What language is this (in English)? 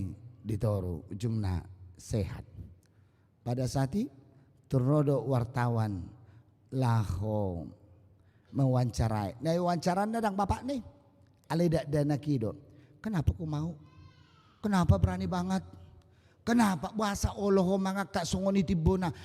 Batak Toba